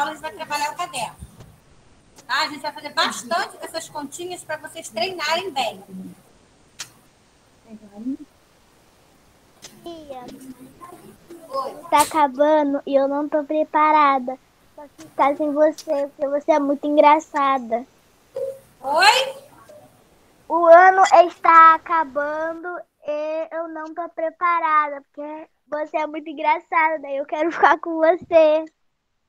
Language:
Portuguese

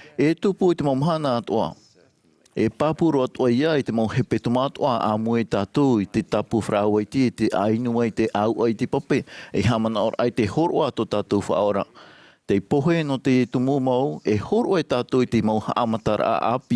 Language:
Tahitian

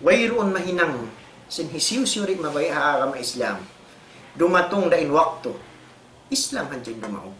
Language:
Tausug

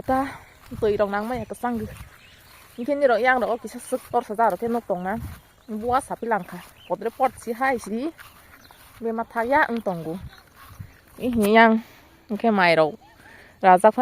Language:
Kok Borok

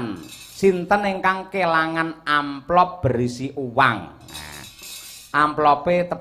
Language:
Javanese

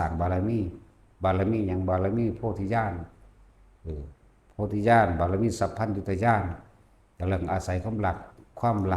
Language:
Lao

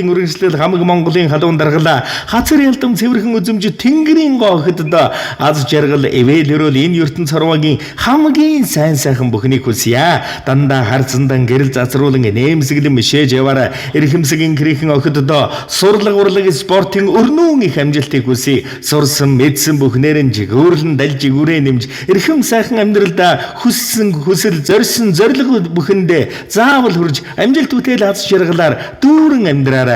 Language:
Mongolian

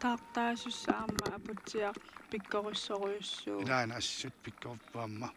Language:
Kalaallisut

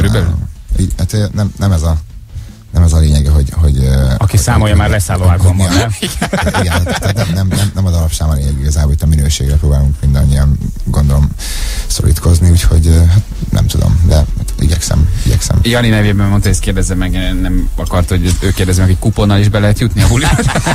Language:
Hungarian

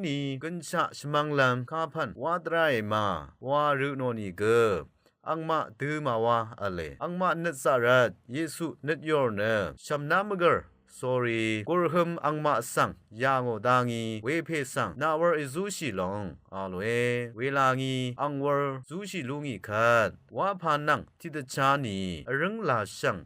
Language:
Rawang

